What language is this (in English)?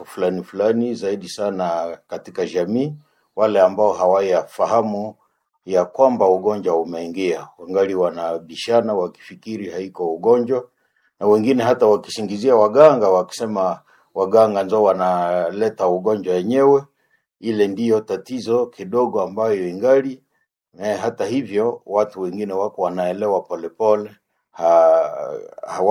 Swahili